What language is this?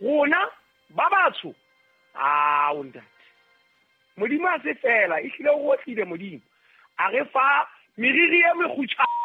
Southern Sotho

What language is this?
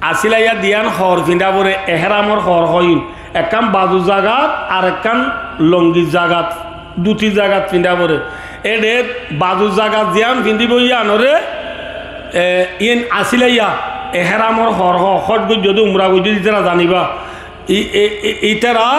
Rohingya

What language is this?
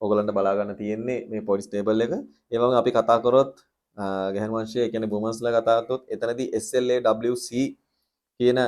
Sinhala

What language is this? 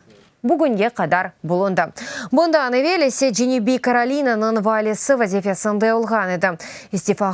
Crimean Tatar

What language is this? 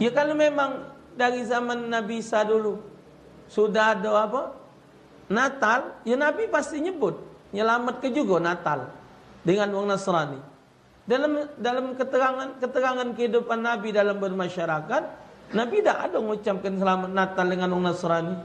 Musi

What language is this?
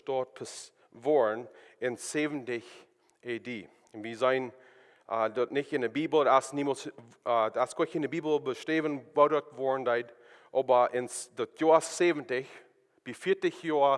Plautdietsch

